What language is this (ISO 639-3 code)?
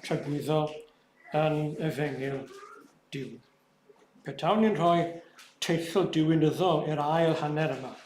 cym